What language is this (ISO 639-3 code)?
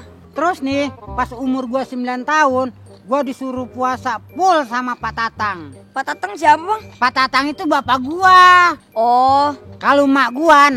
bew